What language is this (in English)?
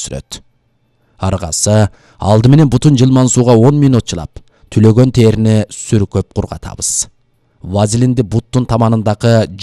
Kyrgyz